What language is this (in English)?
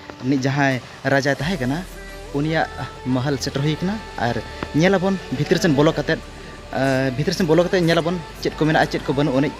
Santali